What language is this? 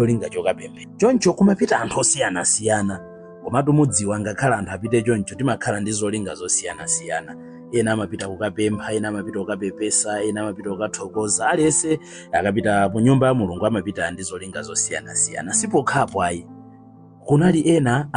Nyanja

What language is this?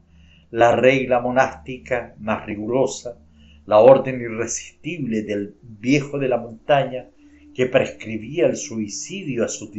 Spanish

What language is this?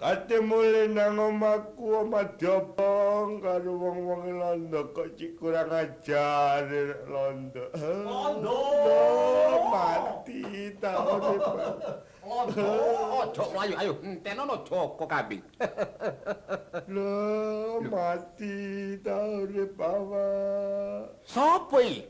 Javanese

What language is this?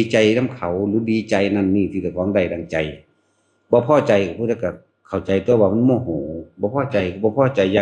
Northeastern Thai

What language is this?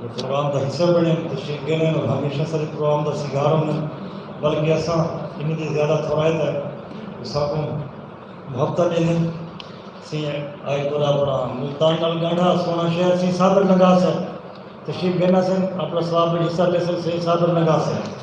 Saraiki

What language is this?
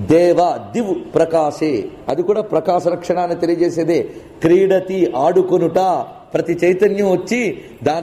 Telugu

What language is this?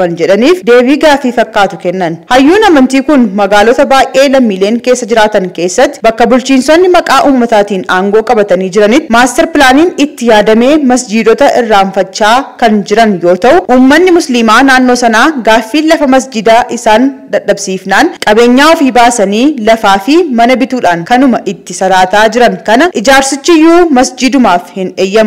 Oromo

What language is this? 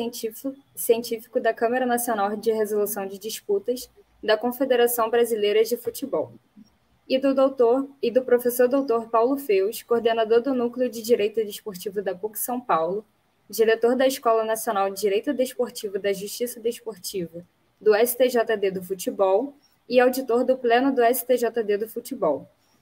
Portuguese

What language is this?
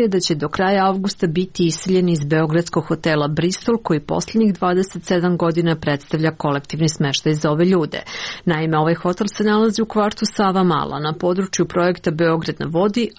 Serbian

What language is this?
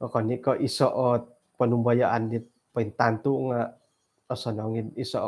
Central Dusun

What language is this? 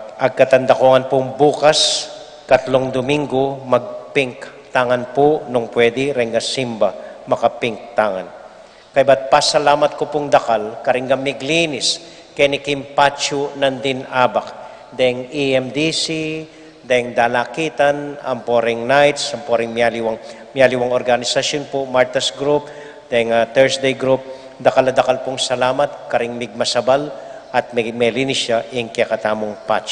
Pampanga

